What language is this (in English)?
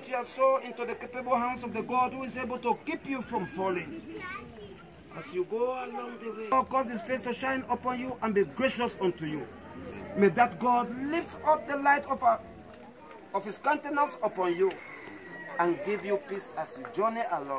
English